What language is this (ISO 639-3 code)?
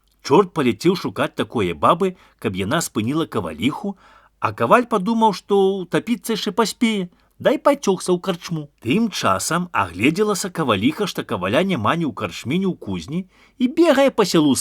bel